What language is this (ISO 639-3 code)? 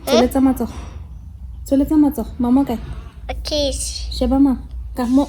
tsn